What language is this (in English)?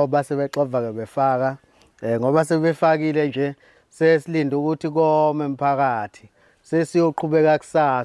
Zulu